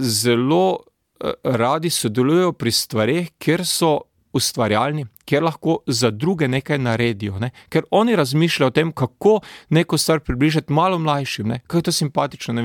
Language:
Slovenian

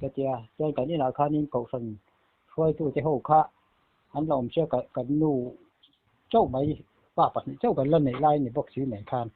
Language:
Mizo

